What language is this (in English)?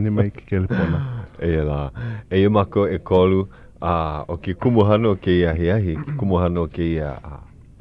Hawaiian